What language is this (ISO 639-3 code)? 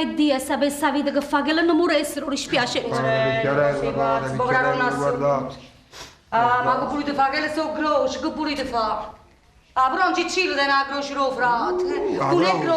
nap